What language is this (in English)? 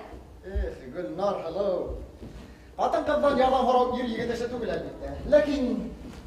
Bashkir